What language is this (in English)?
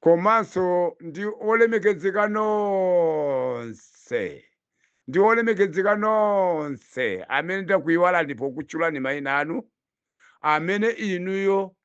Nyanja